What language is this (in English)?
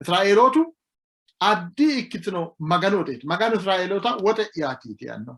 Sidamo